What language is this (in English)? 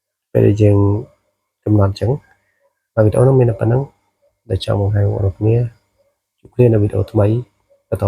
Khmer